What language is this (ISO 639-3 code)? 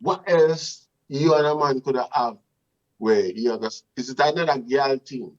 jam